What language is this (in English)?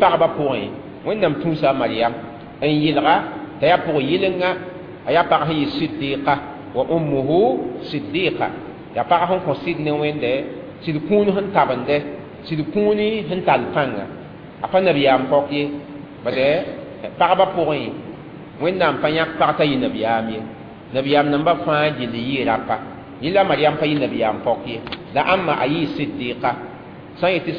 Mossi